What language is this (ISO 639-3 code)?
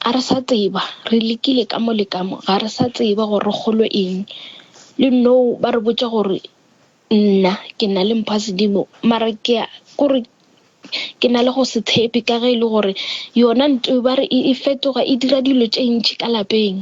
nso